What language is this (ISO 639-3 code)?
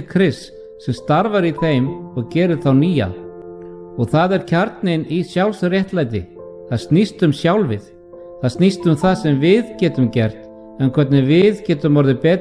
isl